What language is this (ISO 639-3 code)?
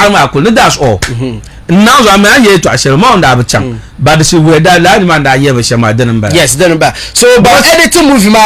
dag